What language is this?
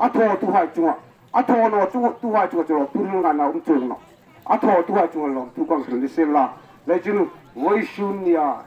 Hmar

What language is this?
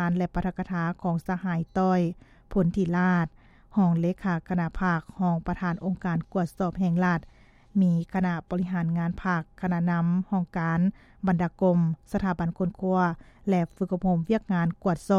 Lao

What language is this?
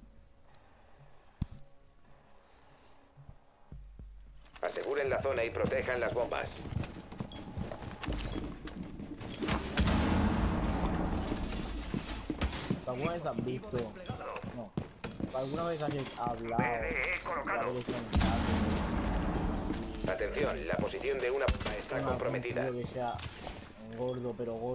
Spanish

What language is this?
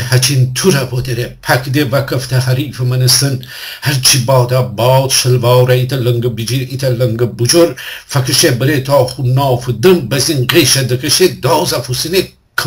Gilaki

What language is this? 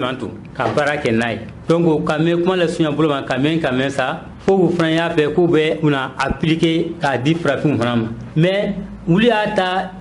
Bambara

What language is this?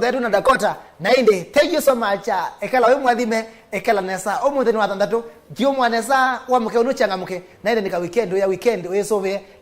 Kamba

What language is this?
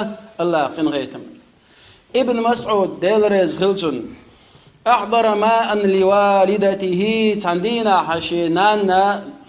Chechen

